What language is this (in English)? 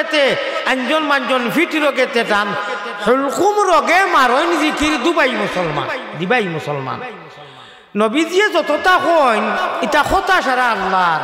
Sylheti